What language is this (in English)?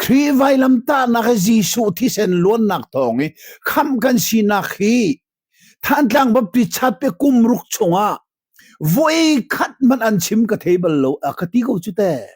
Hakha Chin